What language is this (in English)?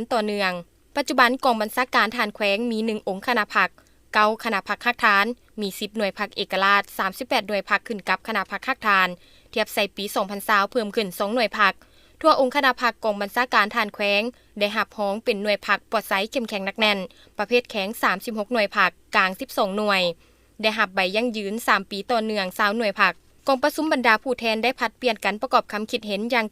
Lao